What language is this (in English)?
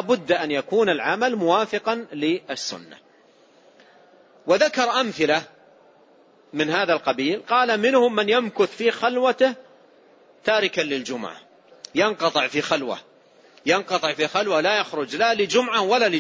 Arabic